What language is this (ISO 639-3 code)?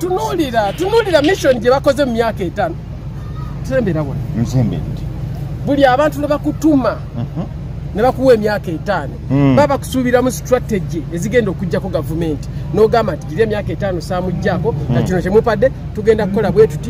lug